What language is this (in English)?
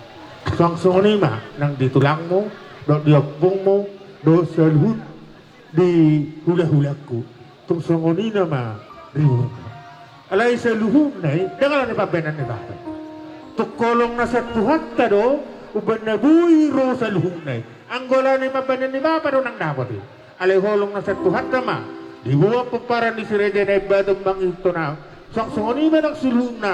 Batak Toba